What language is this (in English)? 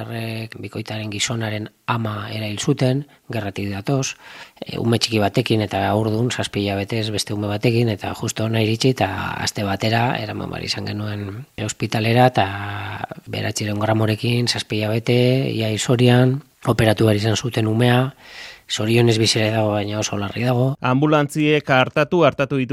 Basque